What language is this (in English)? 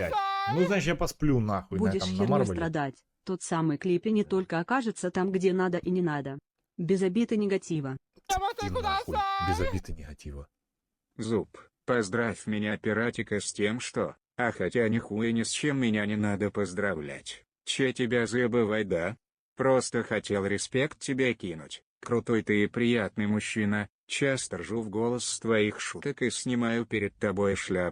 Russian